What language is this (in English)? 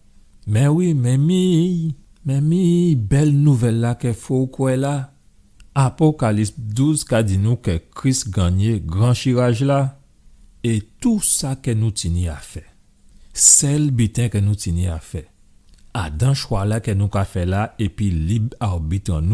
Guadeloupean Creole French